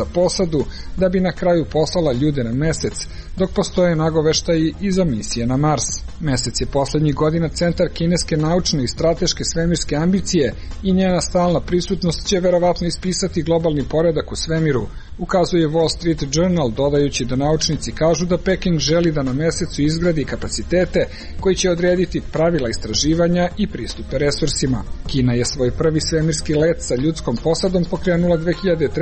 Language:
Serbian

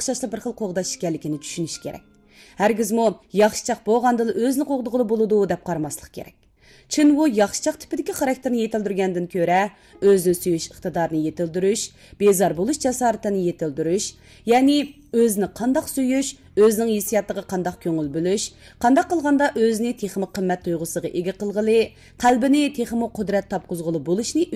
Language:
Uyghur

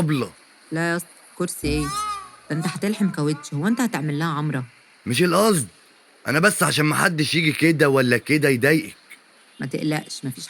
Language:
Egyptian Arabic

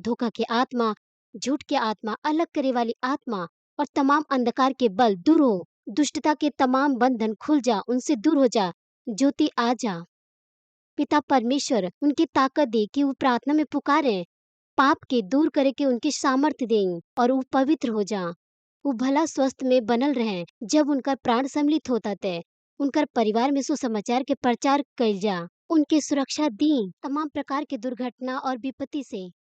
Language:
Bhojpuri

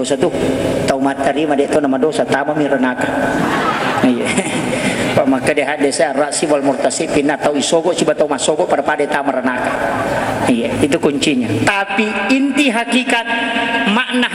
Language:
Buginese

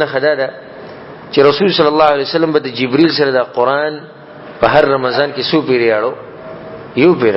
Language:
Pashto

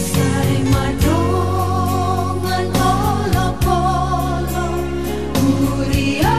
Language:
Batak Toba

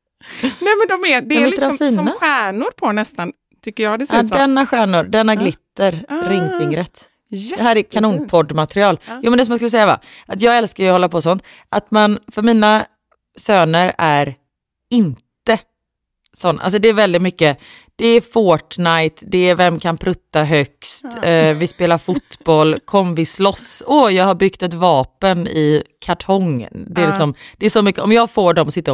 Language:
Swedish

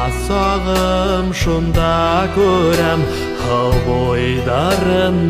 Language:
Bashkir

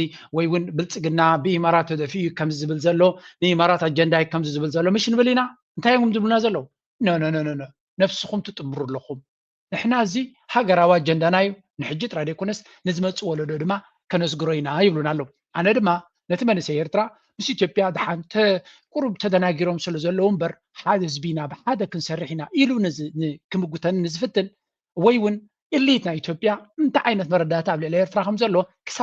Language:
Tigrinya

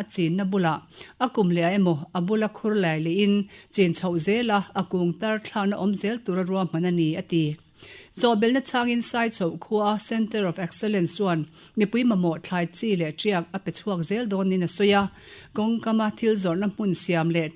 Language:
Mizo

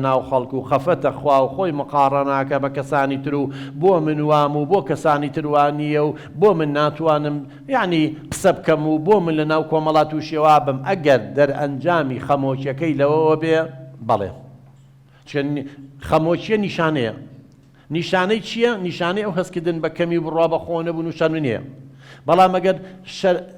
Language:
Central Kurdish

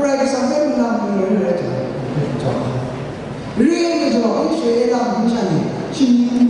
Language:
Kachin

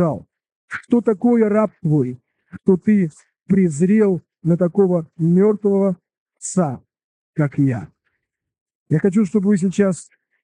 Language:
Russian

